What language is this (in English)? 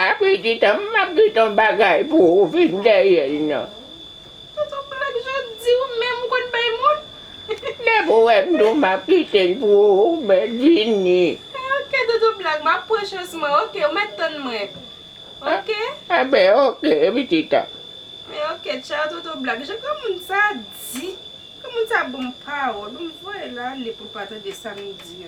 Haitian Creole